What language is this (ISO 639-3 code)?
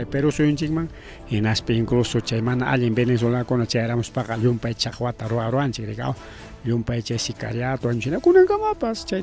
quy